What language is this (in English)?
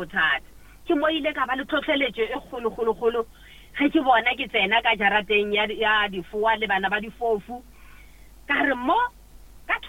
Northern Sotho